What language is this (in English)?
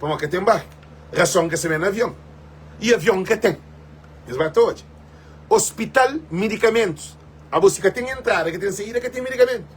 Kabuverdianu